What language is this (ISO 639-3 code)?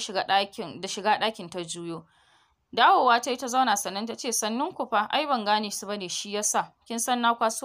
hau